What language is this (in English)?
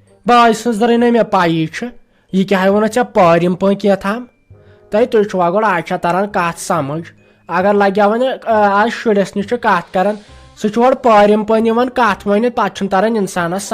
Kashmiri